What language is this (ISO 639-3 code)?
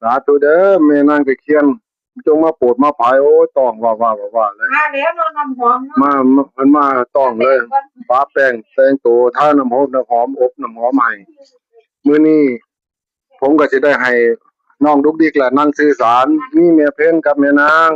tts